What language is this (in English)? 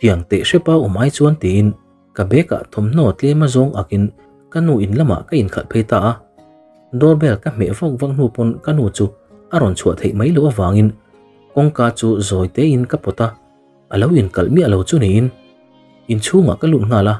Mizo